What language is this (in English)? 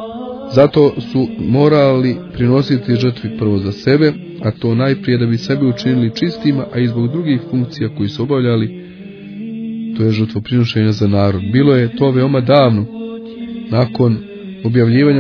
Croatian